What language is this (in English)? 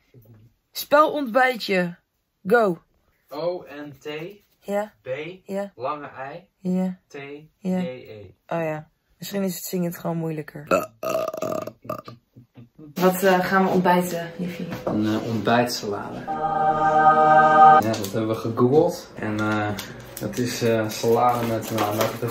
Dutch